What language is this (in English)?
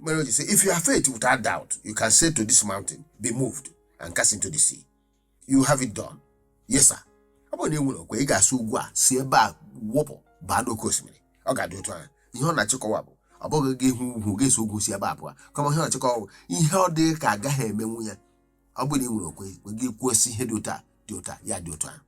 Igbo